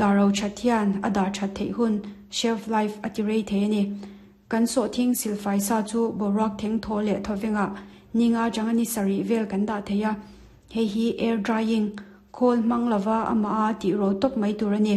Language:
Mizo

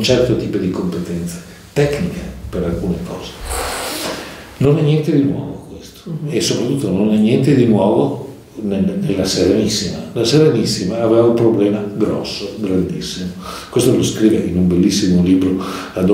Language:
Italian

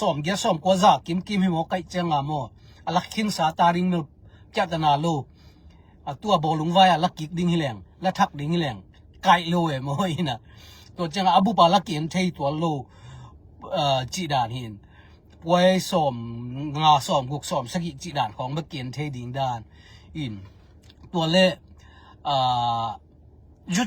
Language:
Tedim Chin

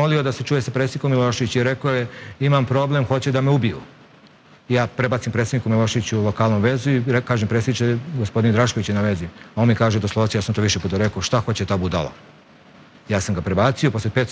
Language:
Serbian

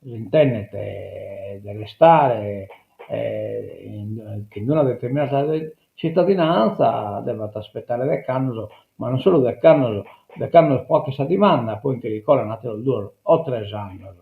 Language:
Sardinian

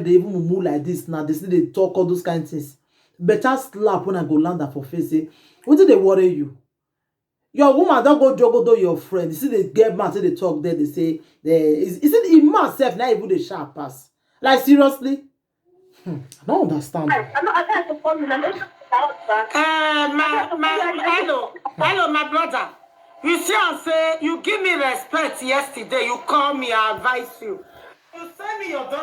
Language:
Nigerian Pidgin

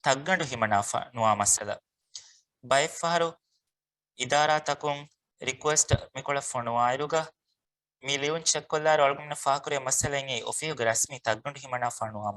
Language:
Divehi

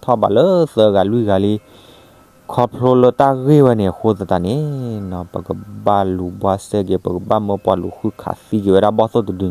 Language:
S'gaw Karen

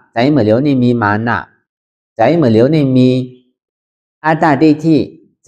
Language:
Shan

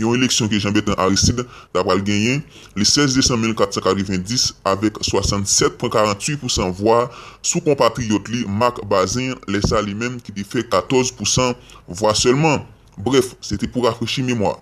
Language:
Haitian Creole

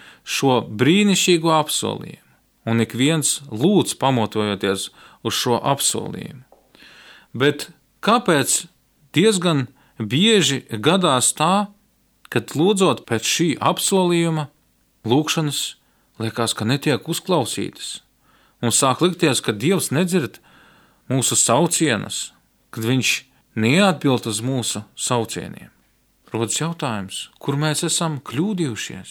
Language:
Latvian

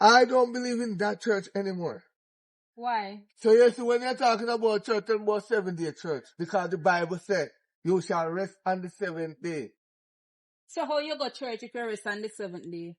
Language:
Jamaican Creole English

